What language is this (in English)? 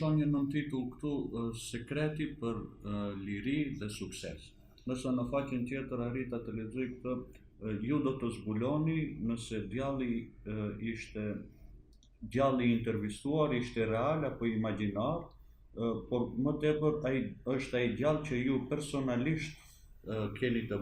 Albanian